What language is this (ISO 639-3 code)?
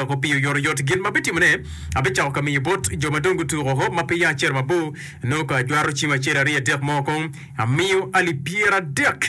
ach